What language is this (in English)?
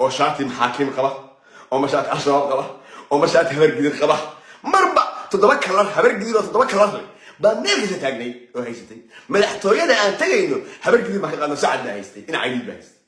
Somali